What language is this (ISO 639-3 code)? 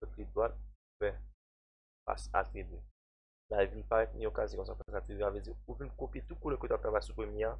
hat